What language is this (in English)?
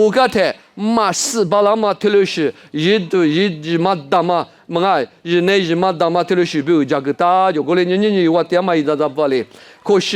Lisu